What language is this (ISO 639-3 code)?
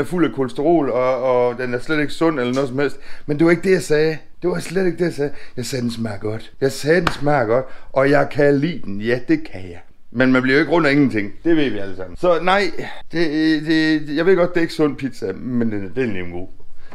dan